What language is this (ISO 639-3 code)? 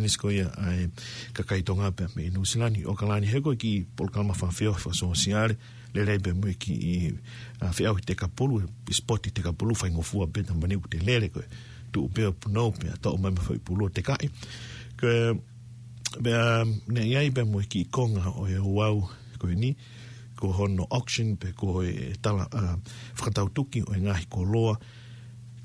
ton